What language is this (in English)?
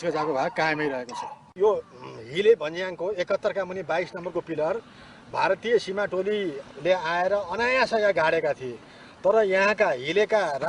Nepali